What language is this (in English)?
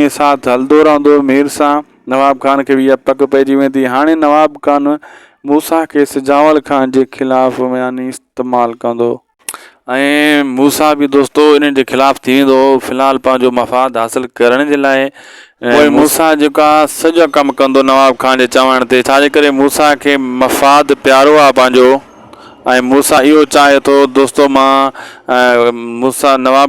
Sindhi